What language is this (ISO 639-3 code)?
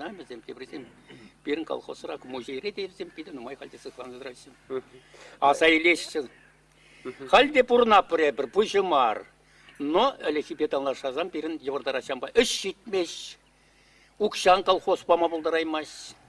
chv